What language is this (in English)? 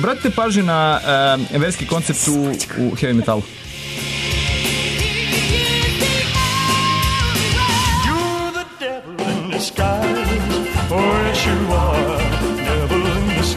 Serbian